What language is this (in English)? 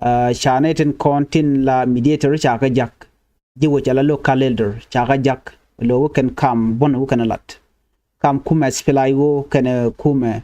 Nuer